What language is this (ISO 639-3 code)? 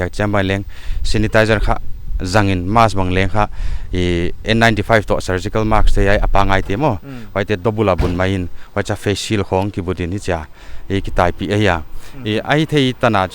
pck